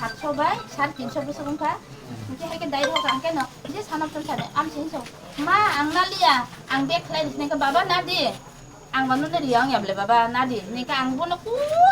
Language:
Kok Borok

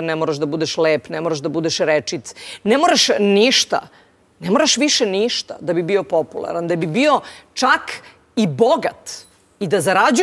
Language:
Serbian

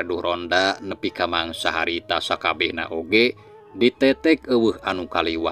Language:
Sundanese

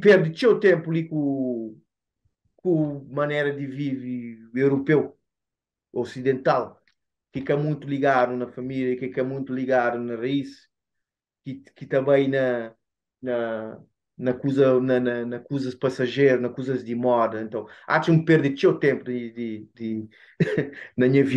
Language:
Kabuverdianu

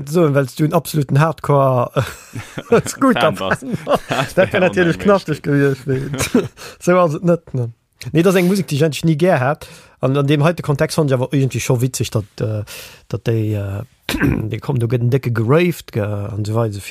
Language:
Luxembourgish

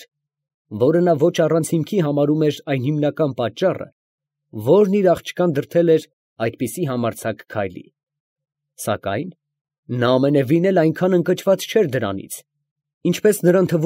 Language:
Armenian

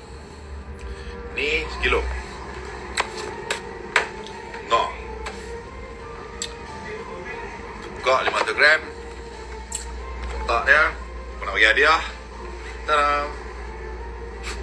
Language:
Malay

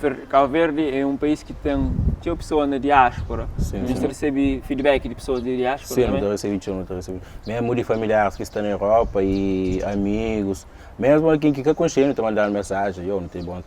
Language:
Kabuverdianu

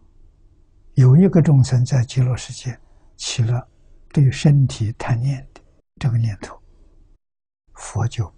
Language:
Chinese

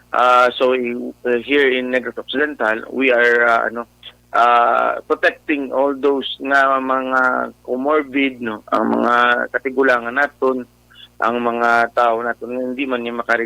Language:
Hiligaynon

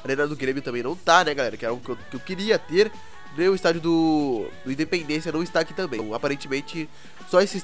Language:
Portuguese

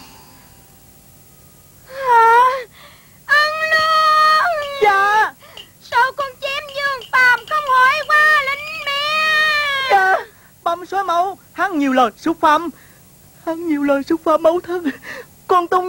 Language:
Vietnamese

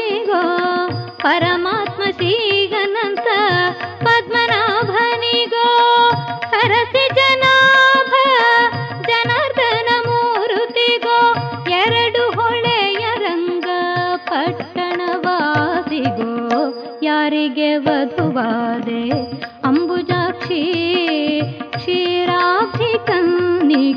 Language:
Kannada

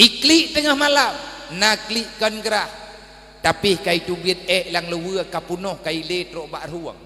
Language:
Achinese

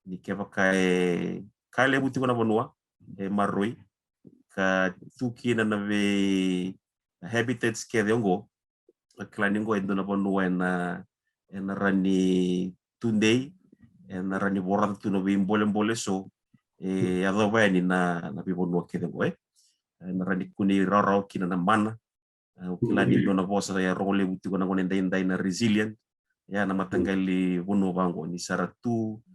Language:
Fijian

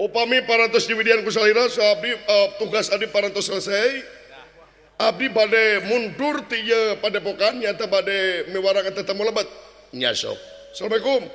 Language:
Sundanese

